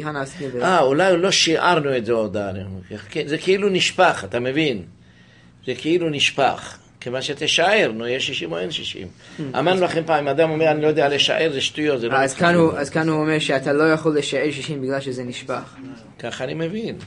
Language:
Hebrew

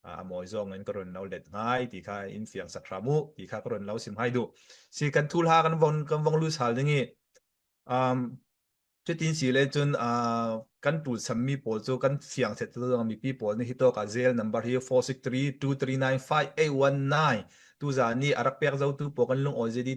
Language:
Falam Chin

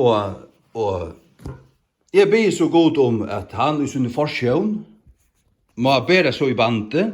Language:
Faroese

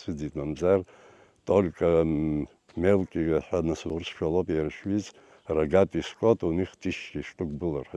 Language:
Abkhazian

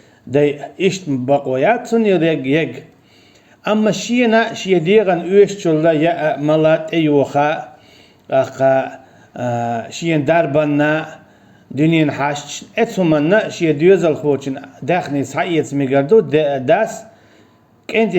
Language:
Chechen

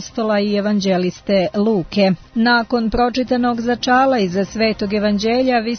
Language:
Serbian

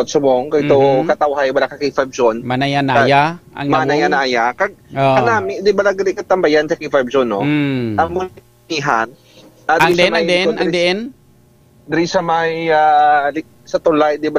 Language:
Hiligaynon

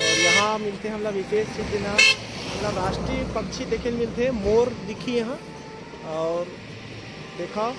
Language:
Chhattisgarhi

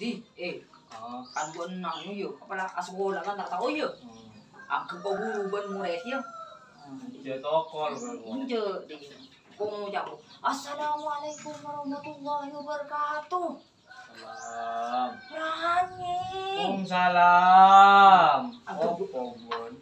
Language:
Madurese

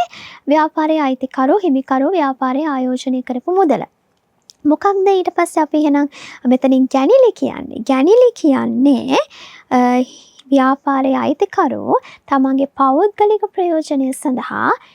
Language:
Sinhala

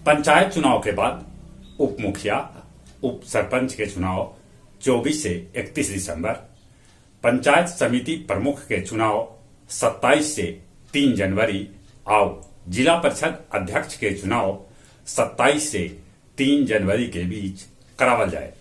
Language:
Magahi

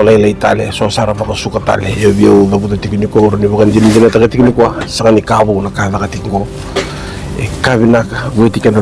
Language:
Fijian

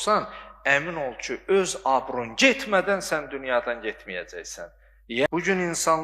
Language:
Azerbaijani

